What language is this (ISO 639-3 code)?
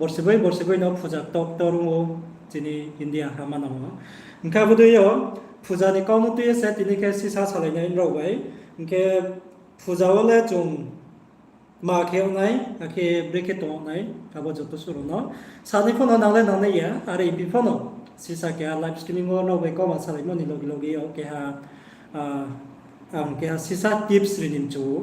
ria